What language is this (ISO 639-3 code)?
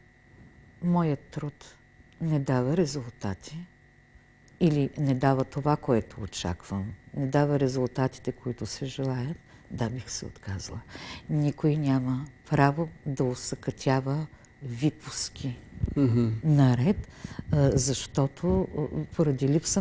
bul